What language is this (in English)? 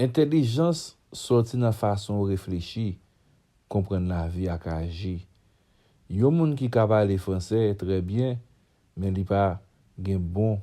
Haitian Creole